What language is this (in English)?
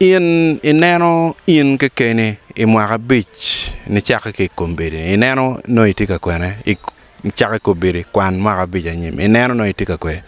Acoli